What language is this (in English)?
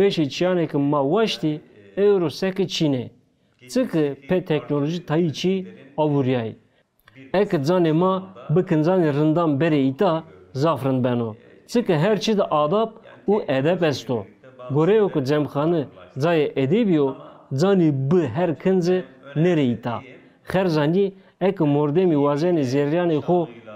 Zaza